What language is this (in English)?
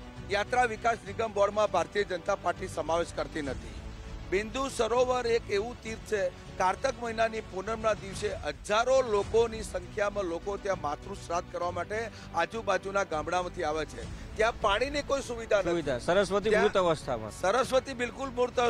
Gujarati